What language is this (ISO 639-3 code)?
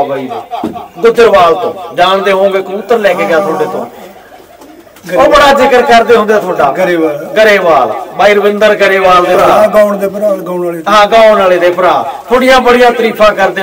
pan